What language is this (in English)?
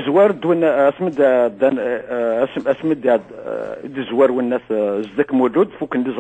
Kabyle